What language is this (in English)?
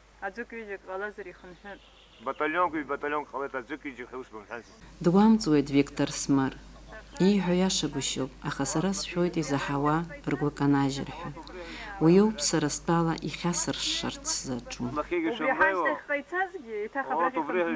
Abkhazian